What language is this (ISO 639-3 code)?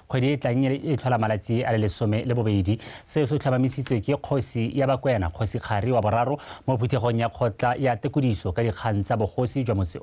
tsn